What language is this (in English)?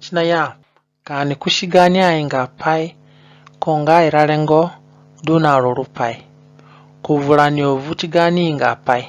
Zande (individual language)